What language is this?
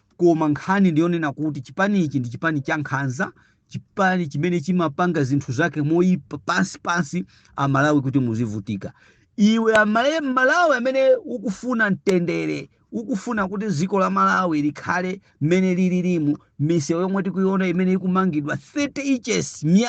Nyanja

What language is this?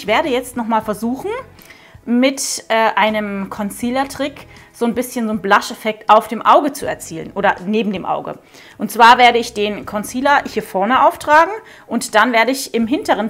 German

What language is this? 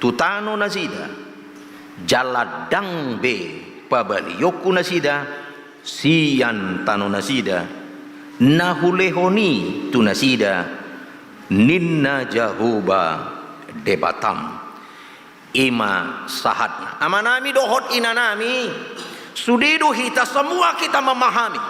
Batak Toba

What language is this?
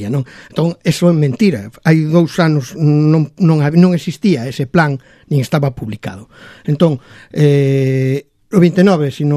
Galician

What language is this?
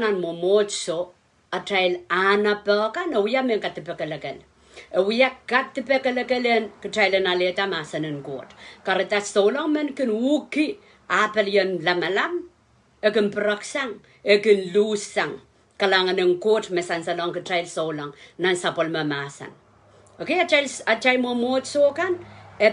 Pohnpeian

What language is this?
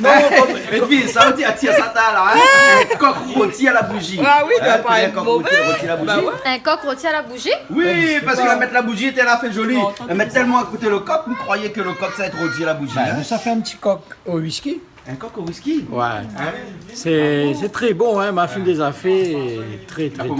Réunion Creole French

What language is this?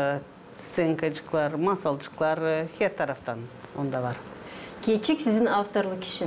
Gagauz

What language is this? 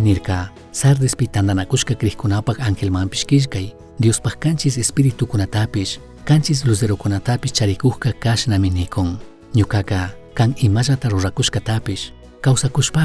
Chimborazo Highland Quichua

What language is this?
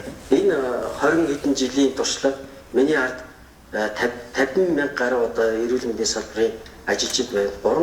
Mongolian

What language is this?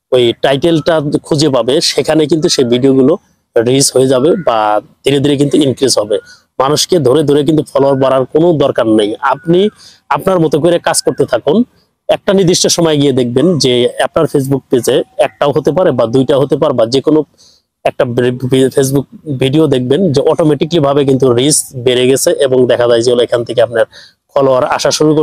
Bangla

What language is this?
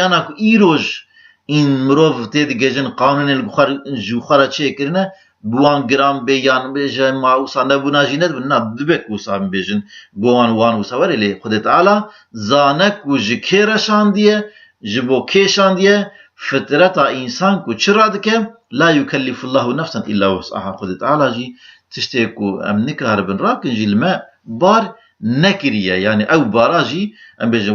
Kurdish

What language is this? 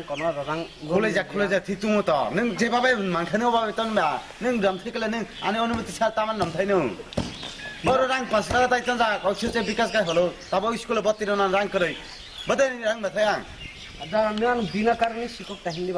Kok Borok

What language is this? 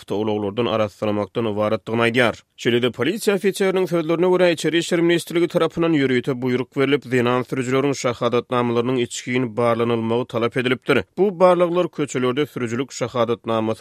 Turkmen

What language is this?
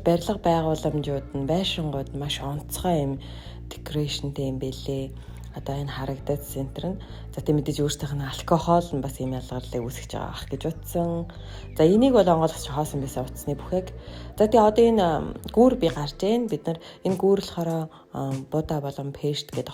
Mongolian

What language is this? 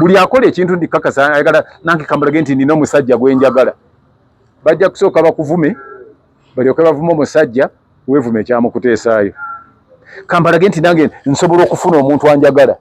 Ganda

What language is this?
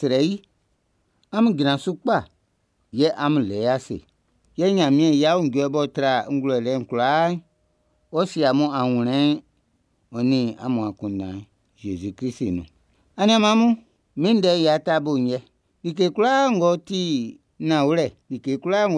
Baoulé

